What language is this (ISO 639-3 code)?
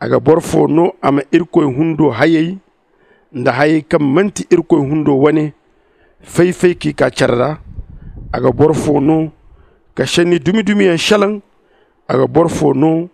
dje